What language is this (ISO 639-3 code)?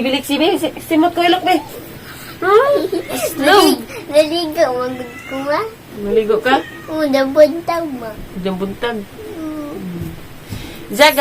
ceb